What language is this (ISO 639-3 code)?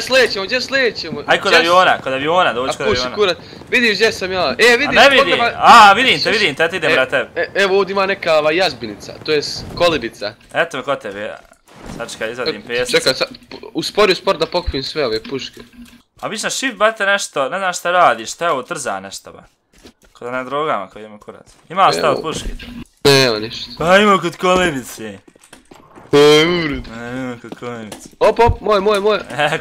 bos